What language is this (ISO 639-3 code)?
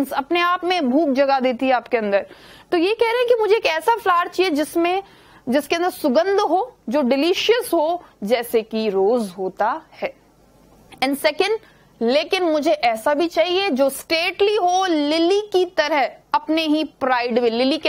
hin